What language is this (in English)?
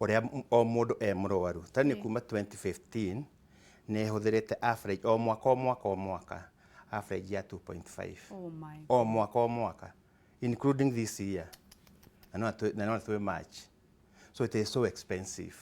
Kikuyu